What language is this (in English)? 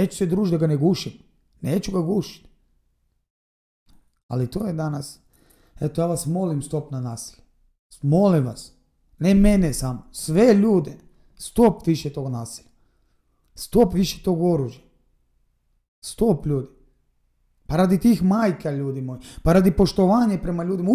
Croatian